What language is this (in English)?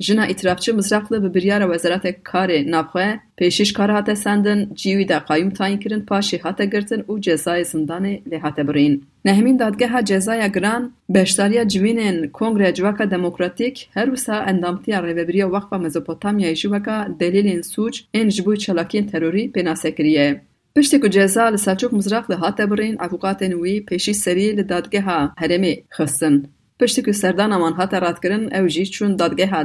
Kurdish